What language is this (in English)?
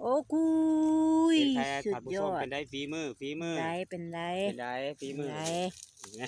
Lao